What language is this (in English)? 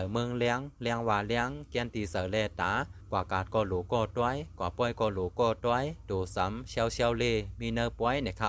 Shan